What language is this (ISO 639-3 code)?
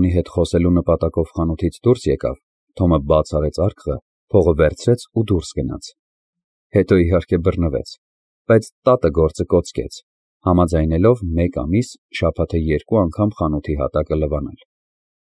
hye